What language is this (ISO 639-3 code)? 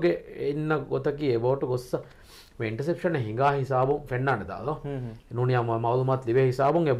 div